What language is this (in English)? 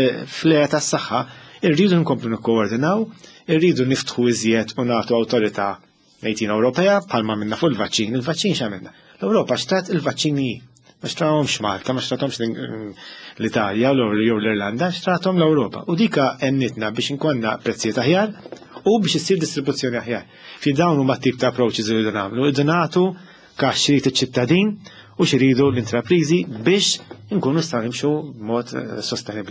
Maltese